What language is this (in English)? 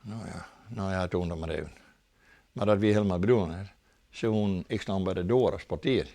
Western Frisian